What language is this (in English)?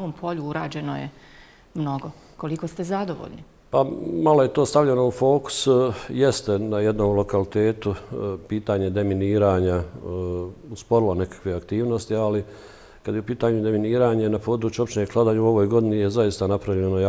Bosnian